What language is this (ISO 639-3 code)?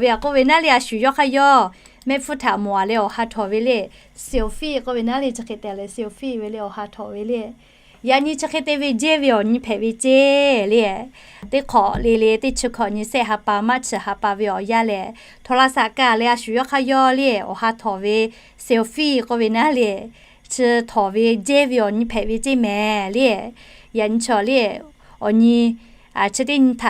lhu